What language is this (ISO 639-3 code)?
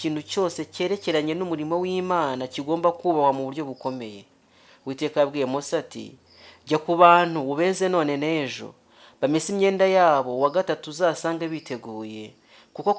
kin